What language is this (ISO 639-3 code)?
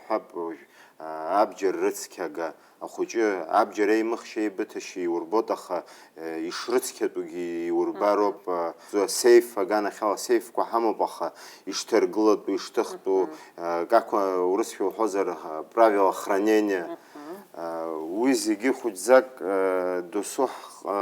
abk